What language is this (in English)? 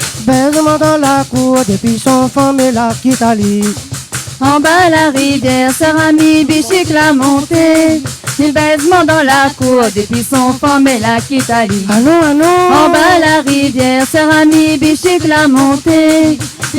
Réunion Creole French